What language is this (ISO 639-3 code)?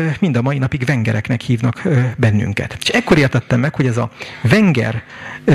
hun